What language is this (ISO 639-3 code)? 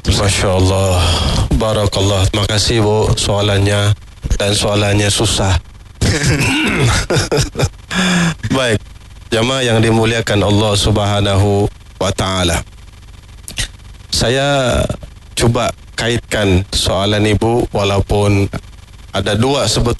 msa